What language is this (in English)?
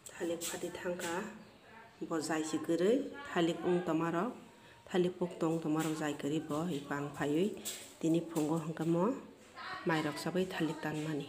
Kok Borok